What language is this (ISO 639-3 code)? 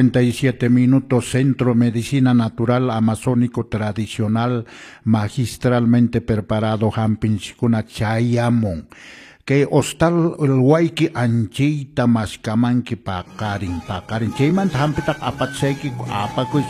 que